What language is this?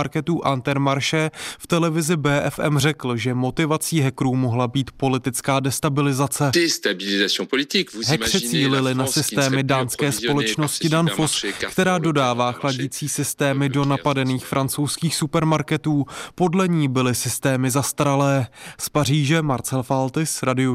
Czech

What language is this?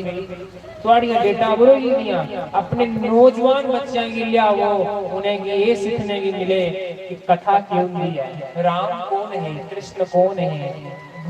Dogri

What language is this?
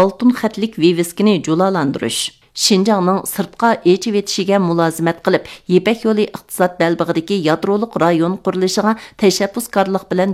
Uyghur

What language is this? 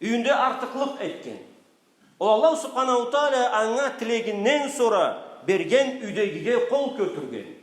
Karachay-Balkar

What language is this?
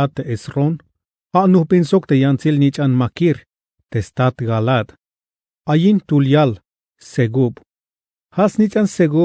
Tzeltal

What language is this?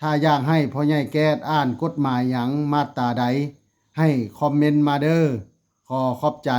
Lao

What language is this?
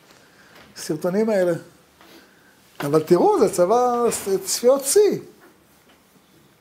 Hebrew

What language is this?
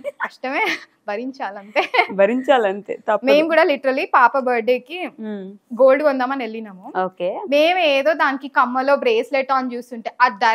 Telugu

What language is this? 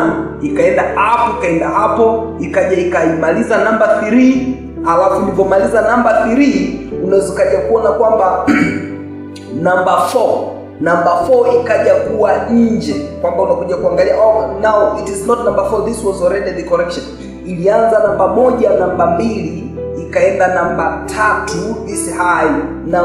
Swahili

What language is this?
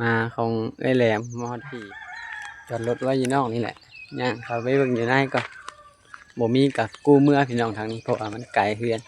Lao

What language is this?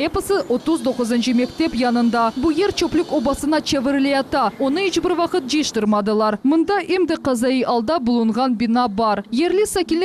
Crimean Tatar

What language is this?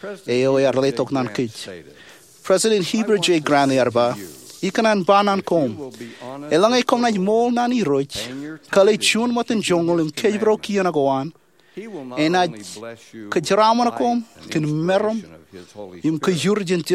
Marshallese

